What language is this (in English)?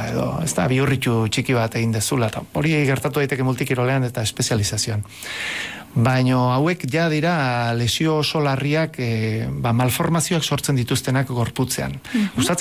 Basque